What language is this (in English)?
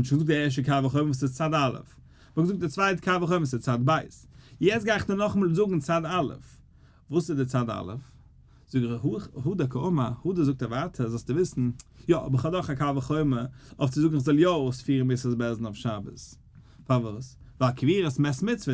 Yiddish